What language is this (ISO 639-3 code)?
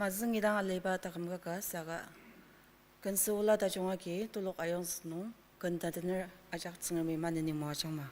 njo